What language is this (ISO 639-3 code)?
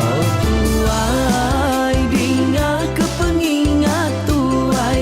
iba